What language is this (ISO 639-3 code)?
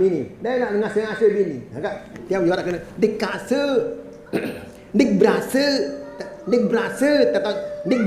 sas